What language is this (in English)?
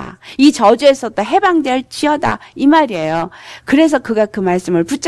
Korean